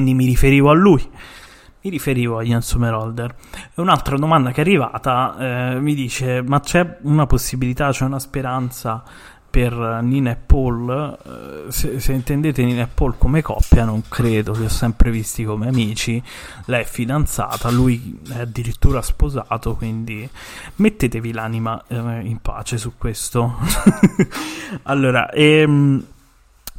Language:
Italian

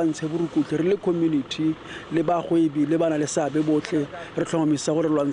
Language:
Tswana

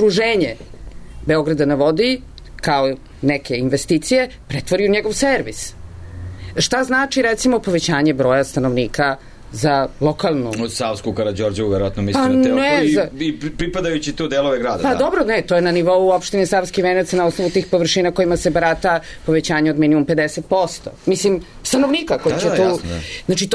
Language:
Serbian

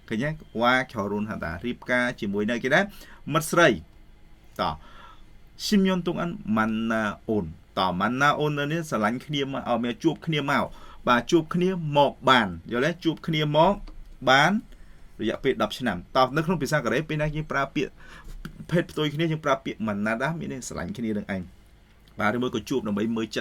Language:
Khmer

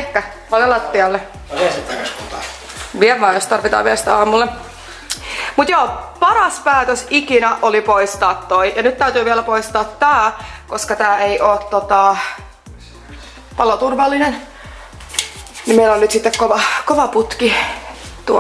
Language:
Finnish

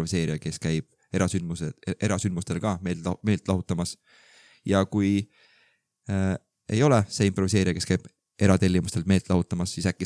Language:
Estonian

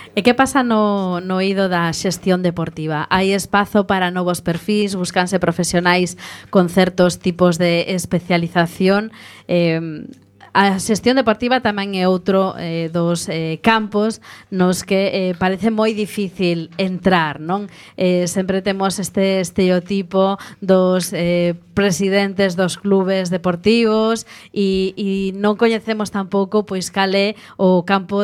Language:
Galician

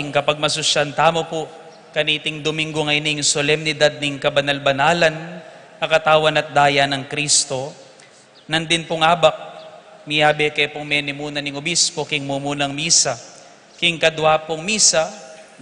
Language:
Pampanga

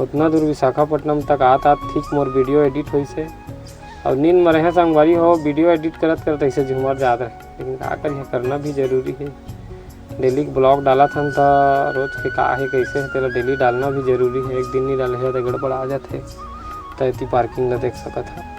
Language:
Chhattisgarhi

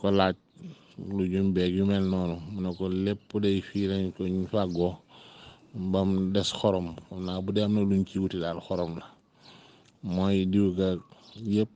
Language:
Wolof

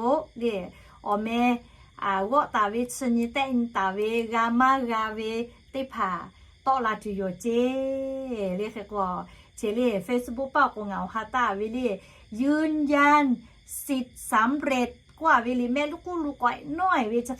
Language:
Lahu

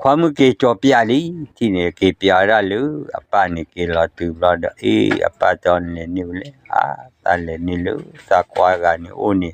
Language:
S'gaw Karen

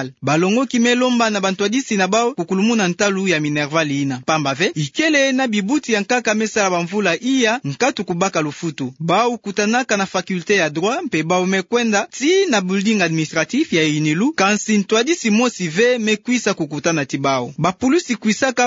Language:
Kituba (Democratic Republic of Congo)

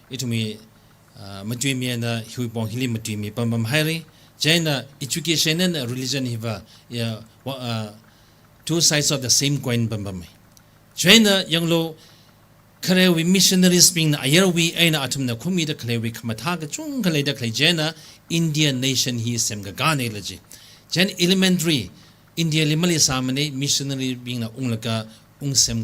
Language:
Tangkhul Naga (India)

